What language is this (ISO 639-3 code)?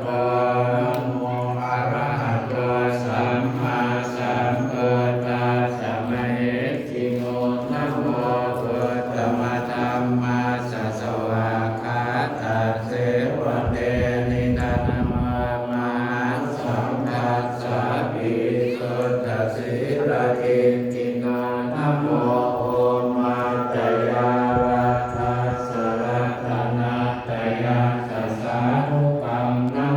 pli